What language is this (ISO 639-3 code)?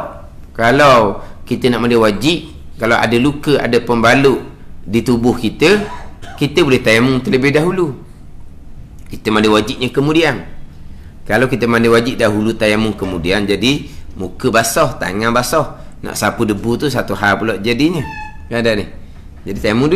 msa